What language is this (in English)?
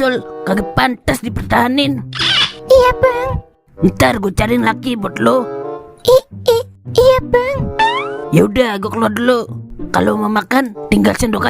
Betawi